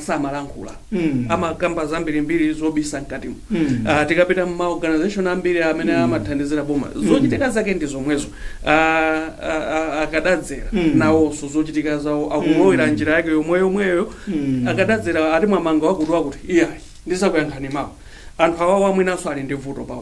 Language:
Nyanja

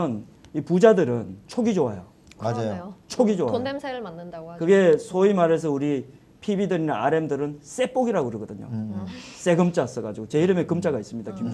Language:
Korean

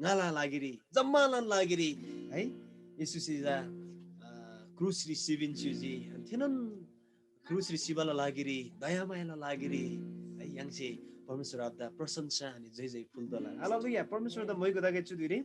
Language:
Eastern Tamang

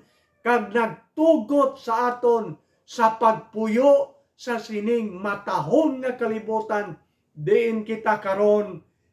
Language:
Hiligaynon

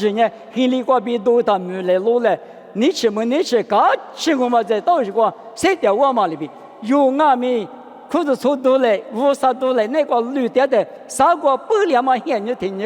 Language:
Lisu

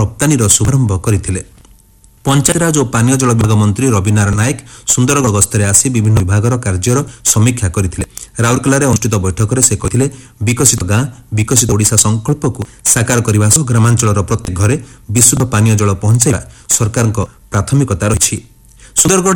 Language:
Odia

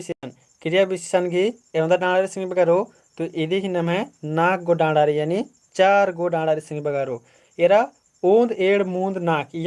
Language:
Kurukh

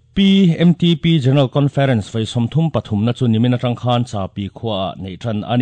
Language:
Mizo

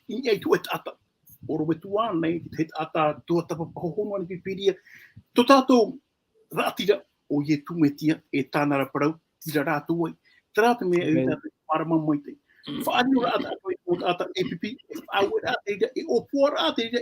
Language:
Tahitian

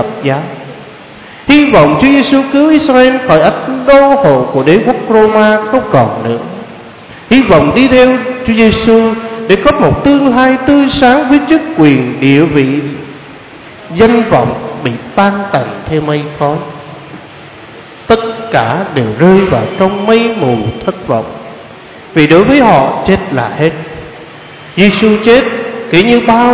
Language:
Vietnamese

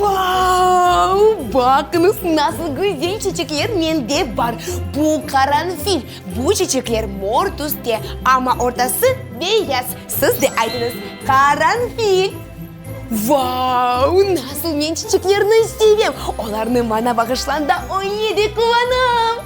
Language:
Crimean Tatar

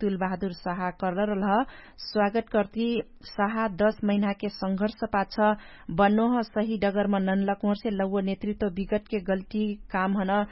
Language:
Dangaura Tharu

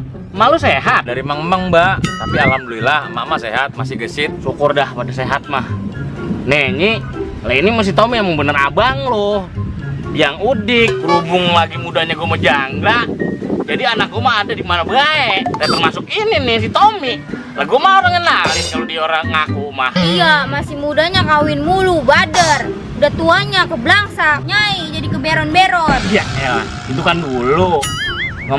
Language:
Betawi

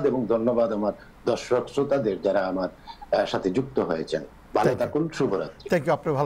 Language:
Bangla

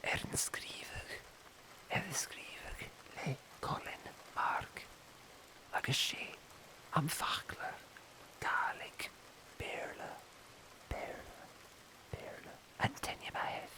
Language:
Scottish Gaelic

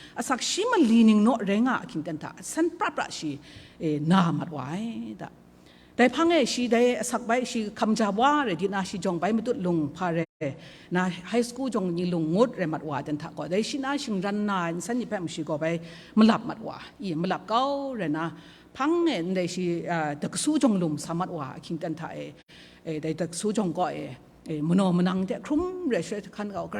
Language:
Kachin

